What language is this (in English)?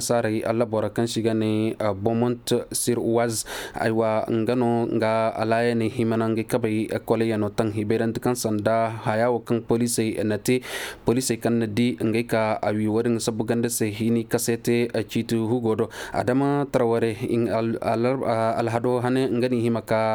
Zarma